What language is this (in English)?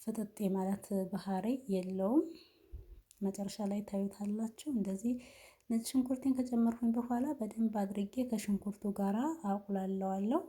Amharic